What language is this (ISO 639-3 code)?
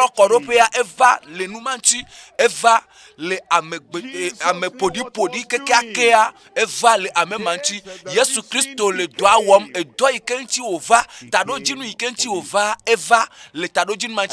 ewe